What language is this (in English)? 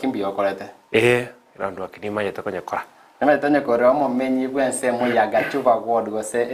Gusii